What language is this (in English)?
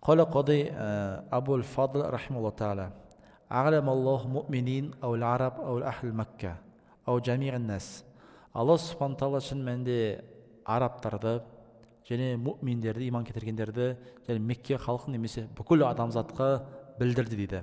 Kazakh